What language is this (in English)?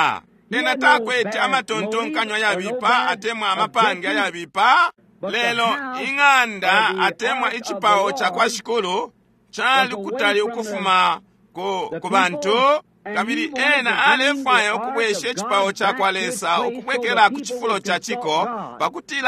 Bemba